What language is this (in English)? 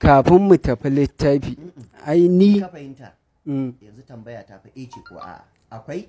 Hausa